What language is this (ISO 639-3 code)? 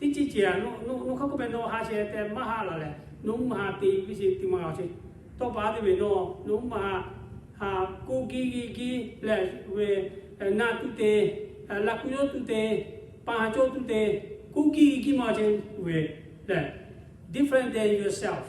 lhu